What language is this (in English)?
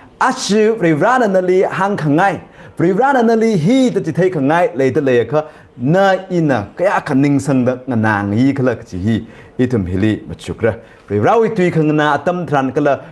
Tangkhul Naga (India)